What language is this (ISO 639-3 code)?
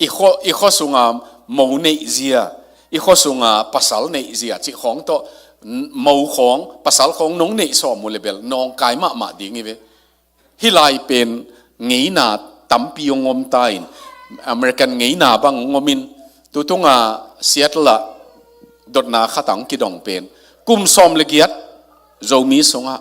ctd